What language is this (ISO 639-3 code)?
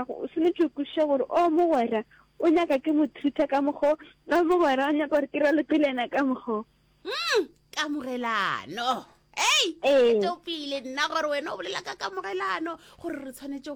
nso